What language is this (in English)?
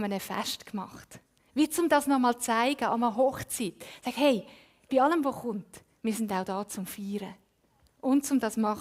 Swiss German